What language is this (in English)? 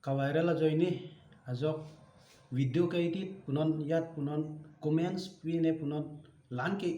Karbi